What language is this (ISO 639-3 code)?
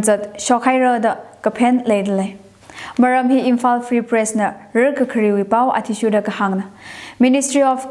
nmf